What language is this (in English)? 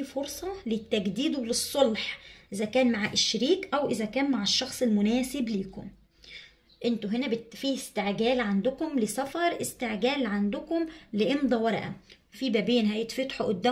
Egyptian Arabic